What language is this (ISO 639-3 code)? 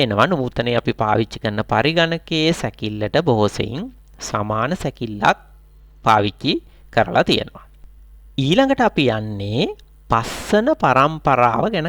sin